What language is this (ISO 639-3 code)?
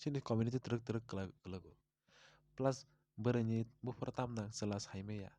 trp